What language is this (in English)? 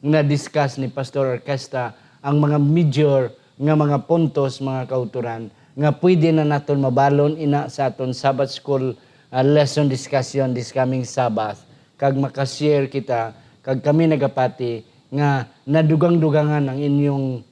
Hiligaynon